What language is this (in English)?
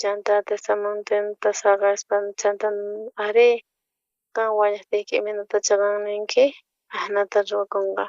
South Bolivian Quechua